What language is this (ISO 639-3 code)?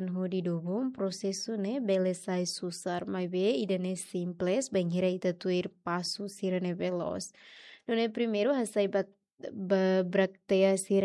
tet